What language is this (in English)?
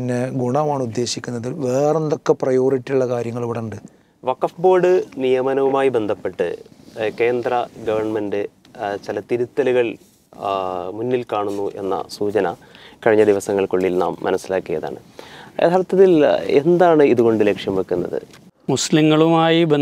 Malayalam